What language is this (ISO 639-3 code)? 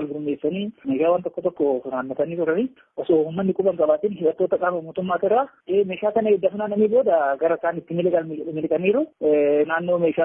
orm